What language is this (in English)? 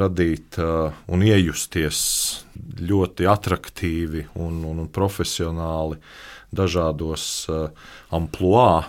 Latvian